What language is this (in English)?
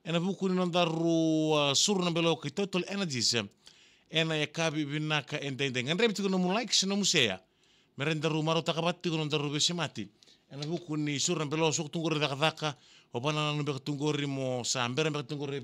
Fijian